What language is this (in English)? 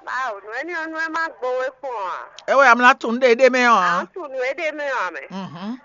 Fon